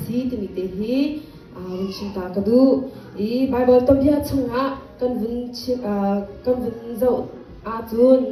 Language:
Hakha Chin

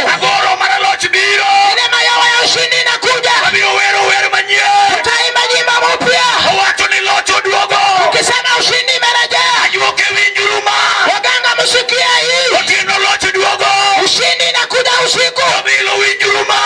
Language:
Luo (Kenya and Tanzania)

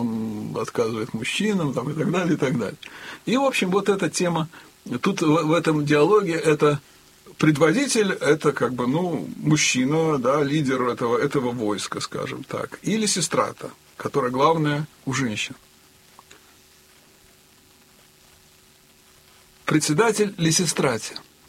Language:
Russian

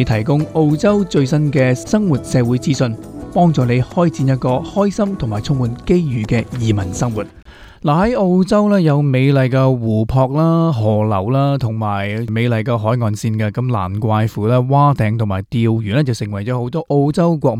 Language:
Cantonese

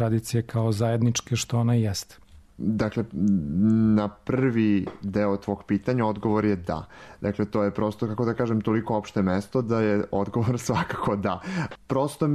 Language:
Serbian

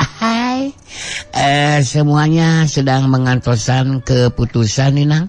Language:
Sundanese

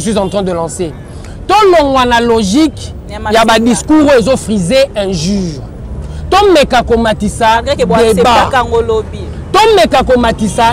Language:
Lingala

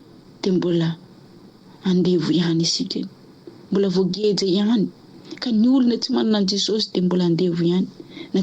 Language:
Malagasy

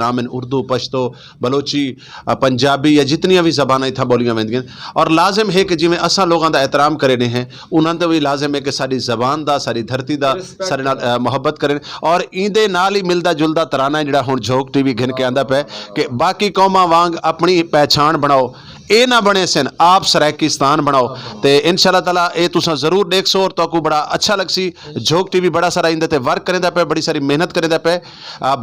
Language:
Saraiki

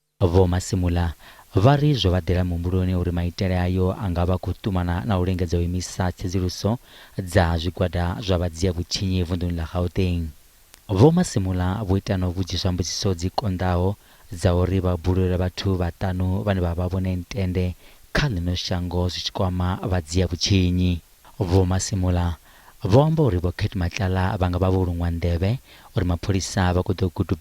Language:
Venda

